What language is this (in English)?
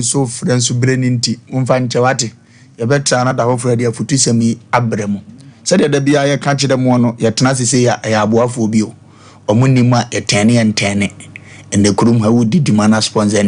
Akan